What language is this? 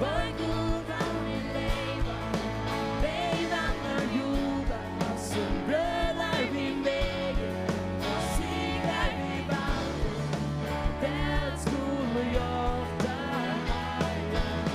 Faroese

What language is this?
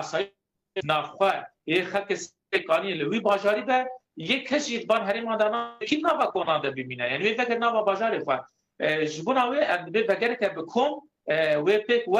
Kurdish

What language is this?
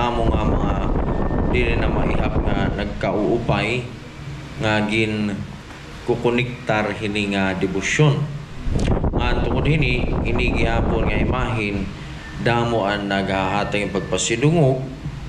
Waray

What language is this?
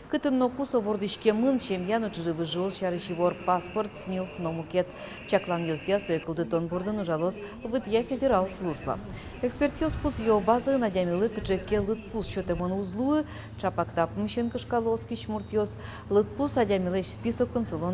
Udmurt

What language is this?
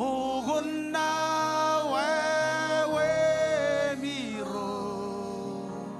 Marshallese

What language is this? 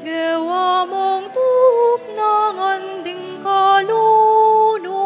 Pampanga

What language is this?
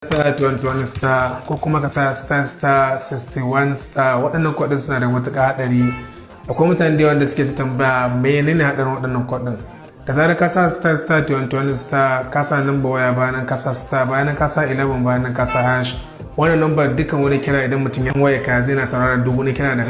Hausa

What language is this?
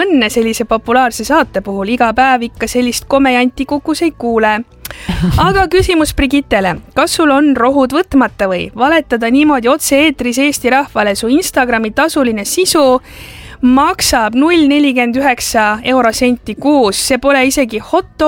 Estonian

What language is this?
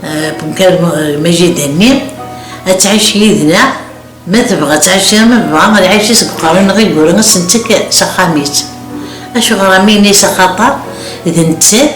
Kabyle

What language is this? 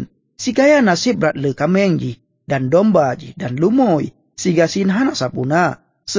Achinese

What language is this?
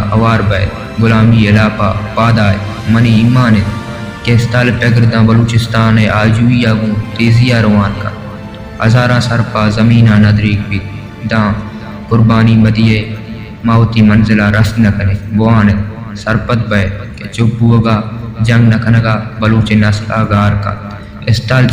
Baluchi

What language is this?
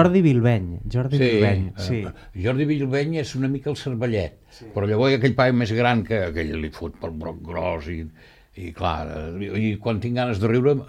Catalan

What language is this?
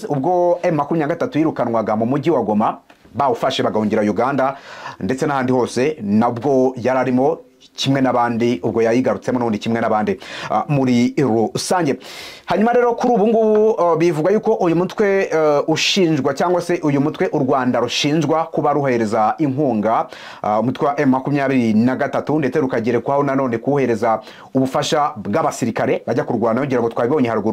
Kinyarwanda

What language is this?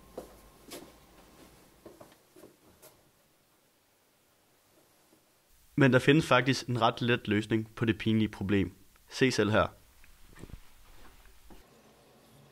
Danish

